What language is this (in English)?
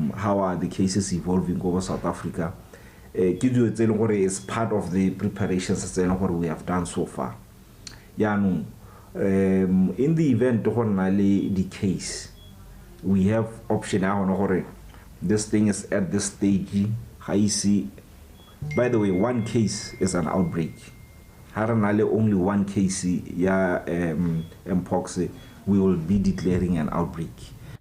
Tswana